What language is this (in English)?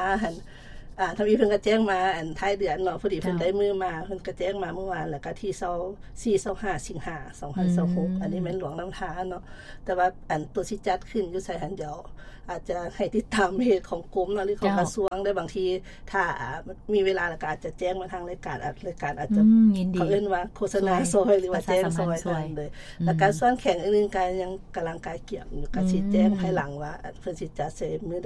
Lao